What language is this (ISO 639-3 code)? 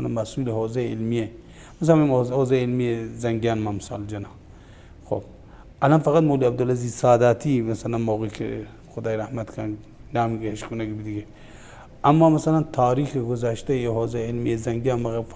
bal